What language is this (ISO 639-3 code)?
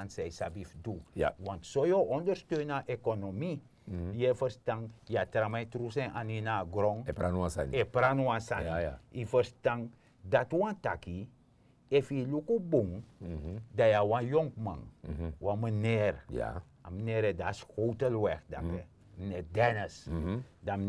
srn